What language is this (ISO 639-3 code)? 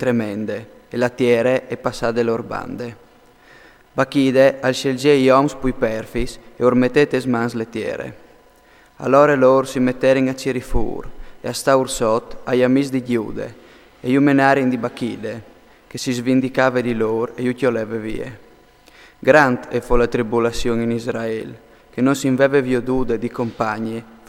fur